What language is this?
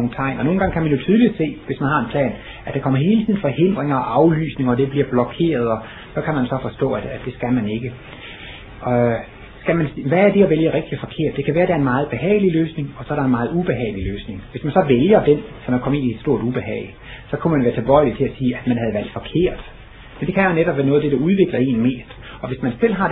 Danish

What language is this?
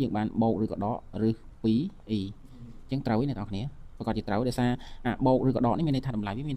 Khmer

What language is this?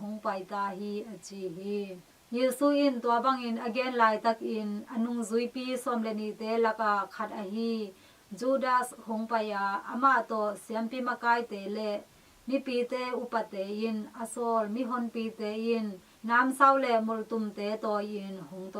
Tedim Chin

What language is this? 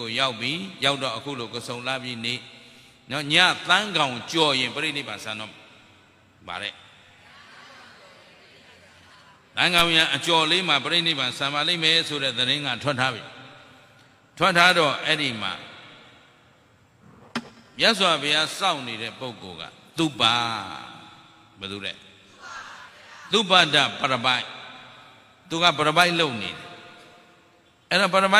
Burmese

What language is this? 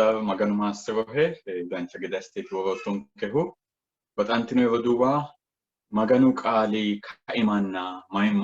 Sidamo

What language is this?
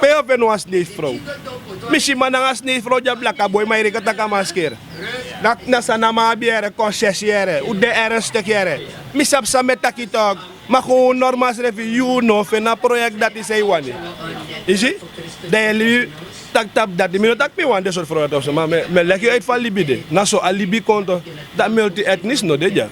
Sranan Tongo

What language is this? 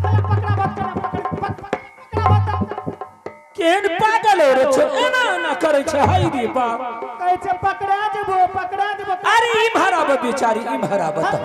Angika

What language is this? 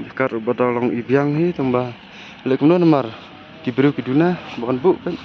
Khasi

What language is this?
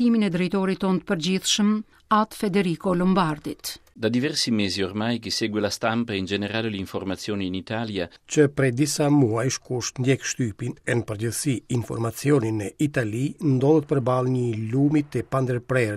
Albanian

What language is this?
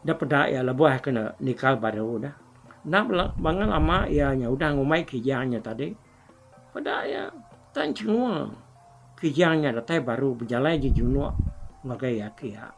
Iban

